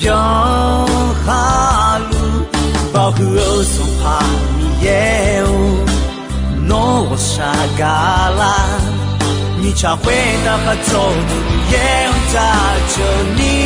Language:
Akha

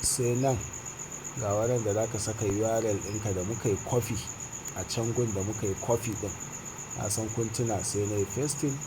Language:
Hausa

